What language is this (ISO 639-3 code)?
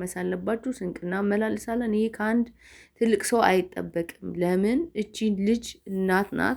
amh